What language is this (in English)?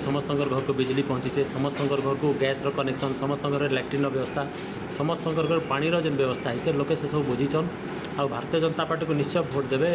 Odia